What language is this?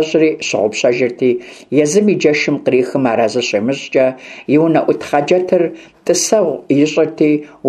Kabardian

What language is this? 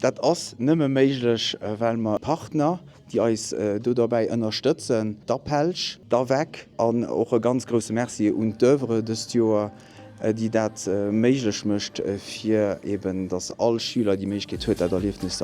Luxembourgish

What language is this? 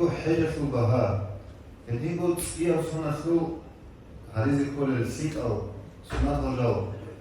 Avaric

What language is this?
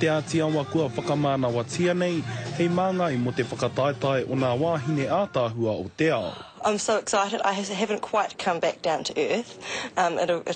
Māori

